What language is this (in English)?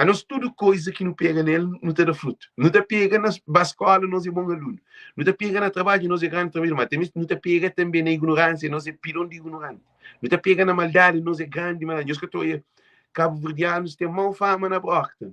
Kabuverdianu